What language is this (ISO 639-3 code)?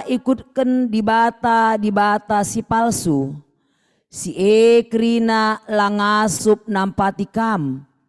btx